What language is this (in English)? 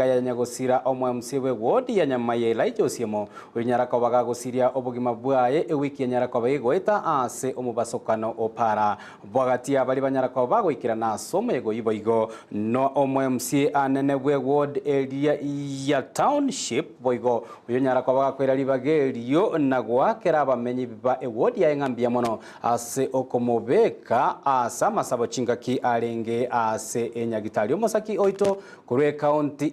Gusii